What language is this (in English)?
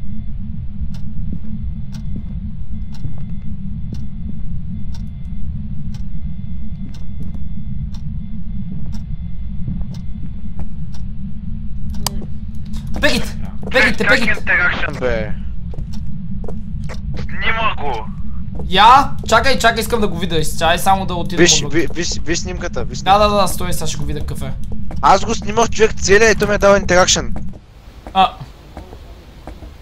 Bulgarian